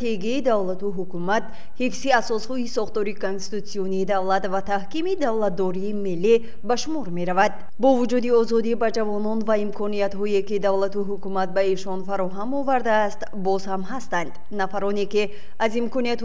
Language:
Tajik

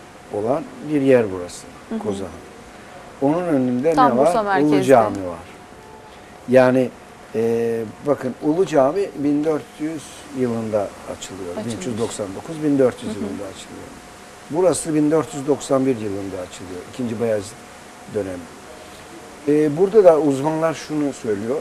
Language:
Turkish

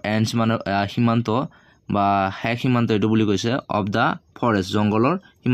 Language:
Assamese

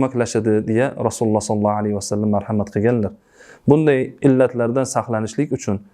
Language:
Uzbek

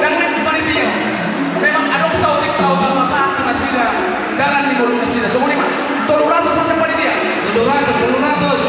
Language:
Batak Toba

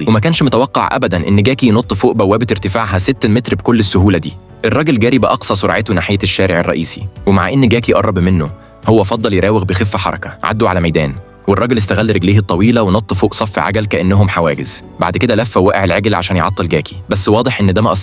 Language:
Egyptian Arabic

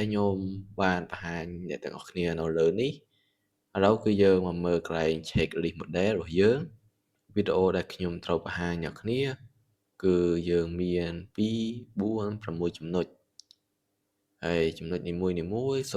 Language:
Khmer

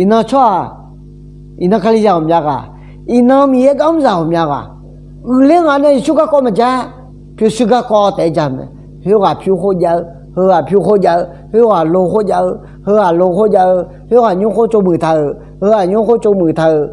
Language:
Akha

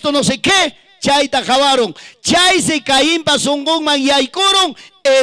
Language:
Ayacucho Quechua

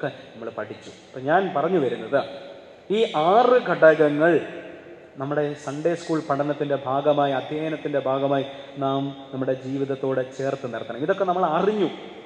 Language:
Malayalam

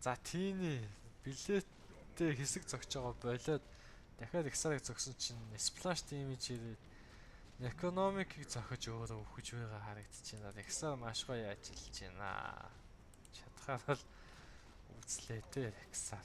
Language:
Mongolian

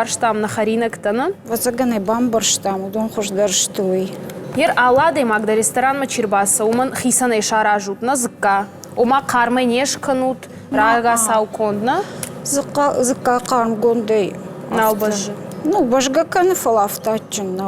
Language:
Ossetic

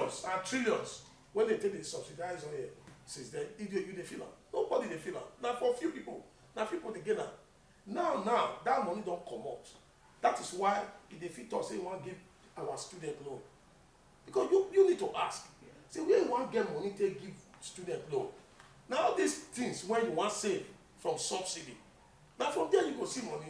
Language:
Nigerian Pidgin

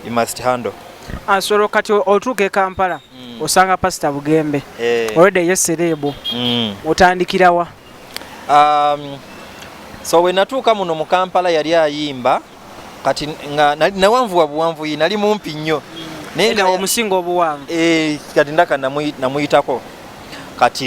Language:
Ganda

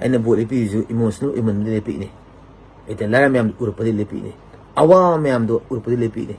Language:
Manipuri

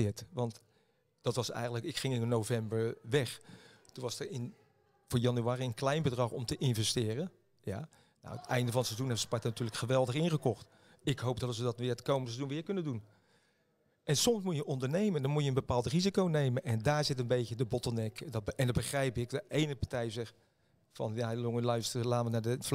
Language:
Dutch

